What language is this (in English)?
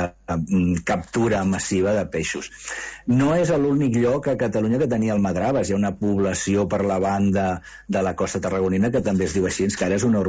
Catalan